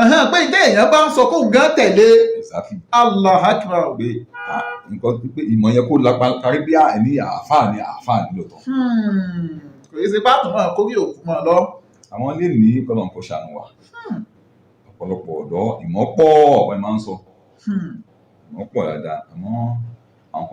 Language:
Yoruba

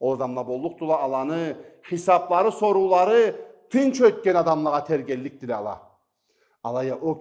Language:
Karachay-Balkar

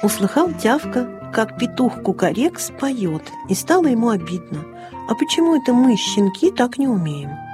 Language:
Russian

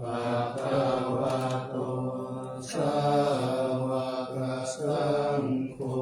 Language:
Pali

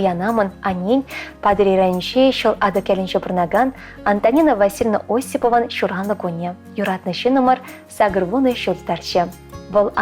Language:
Chuvash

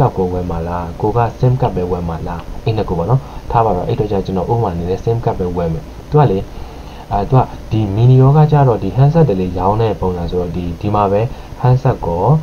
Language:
Burmese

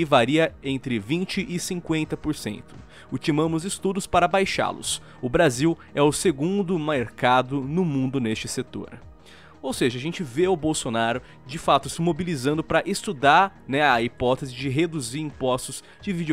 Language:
Portuguese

